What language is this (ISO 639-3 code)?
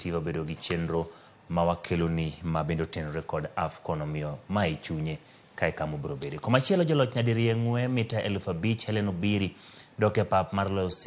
luo